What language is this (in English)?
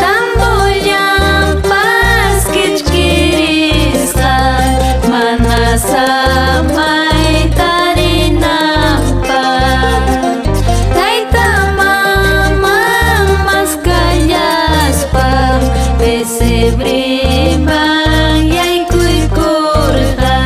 Ayacucho Quechua